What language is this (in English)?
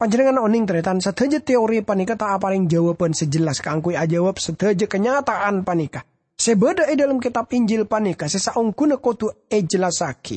Madurese